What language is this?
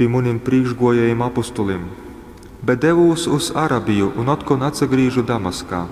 Latgalian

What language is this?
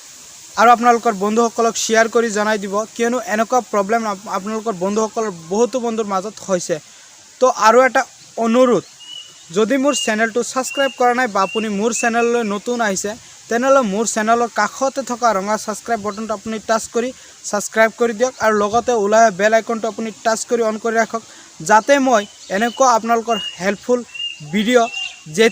Assamese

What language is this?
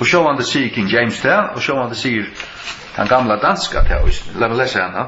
Faroese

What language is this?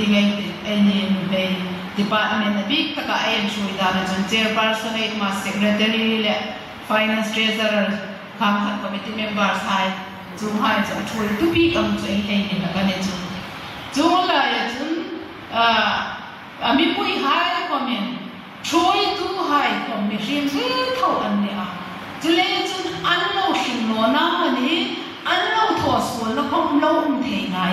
Hmar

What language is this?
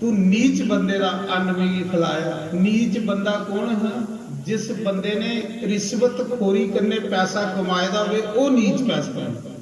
Dogri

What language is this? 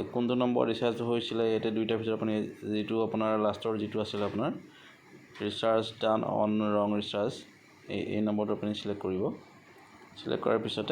Assamese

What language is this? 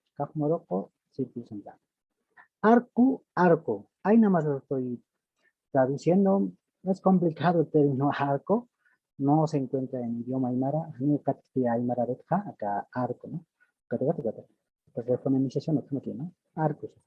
Aymara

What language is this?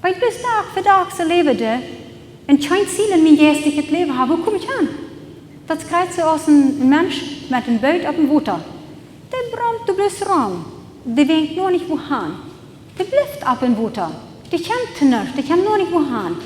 Plautdietsch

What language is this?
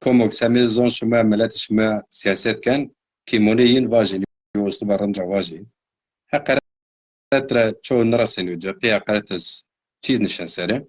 Zaza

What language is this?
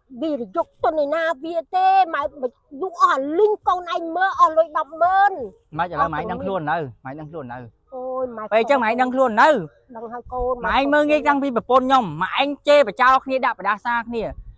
Khmer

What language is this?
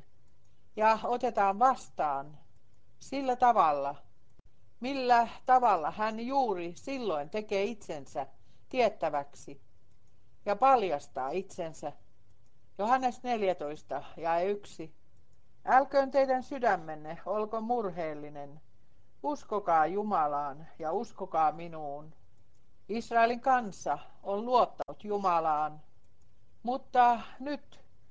Finnish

